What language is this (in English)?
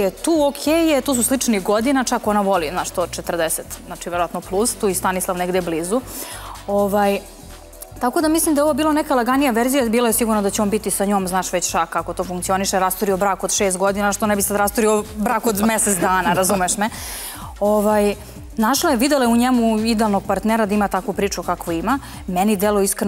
Serbian